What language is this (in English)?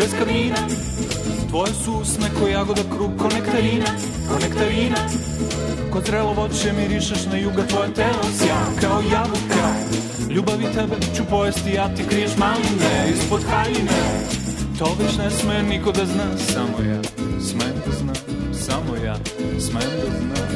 Serbian